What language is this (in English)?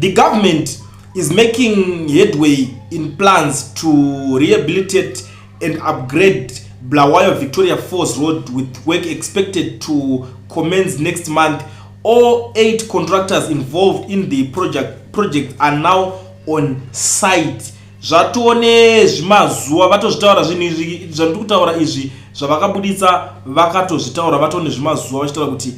Shona